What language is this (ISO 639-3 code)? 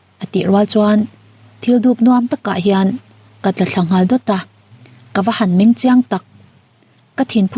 lus